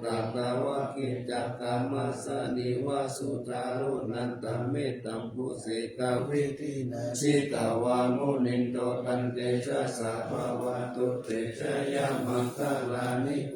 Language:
Pali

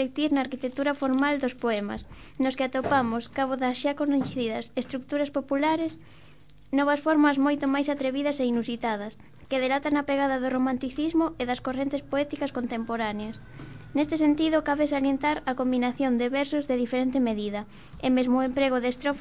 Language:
Galician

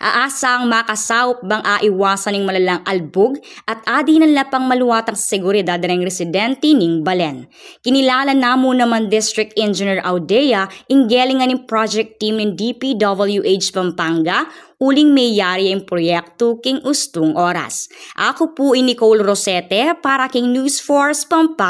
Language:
Pampanga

